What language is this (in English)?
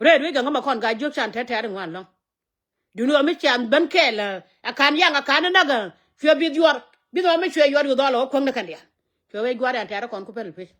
Nuer